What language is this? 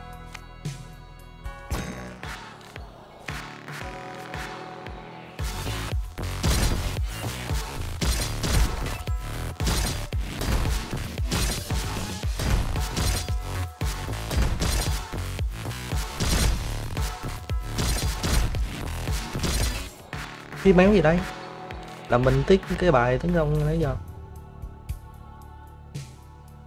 Vietnamese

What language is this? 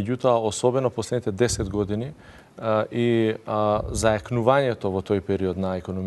Macedonian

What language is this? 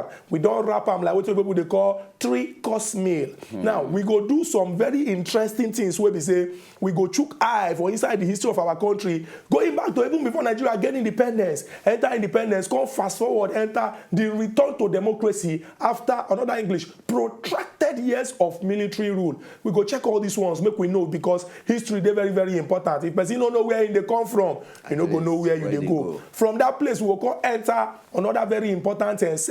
Nigerian Pidgin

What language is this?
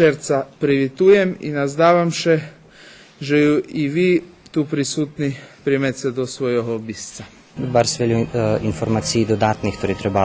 Rusyn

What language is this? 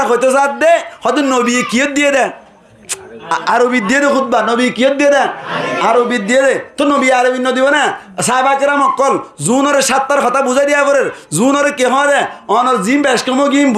Rohingya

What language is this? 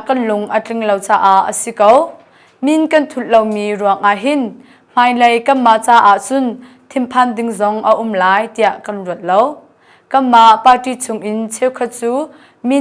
Hakha Chin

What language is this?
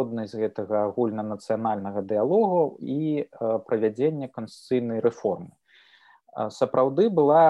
Belarusian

